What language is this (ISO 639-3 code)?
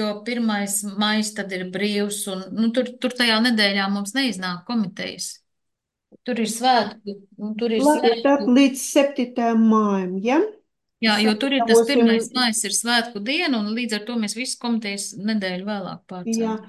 lav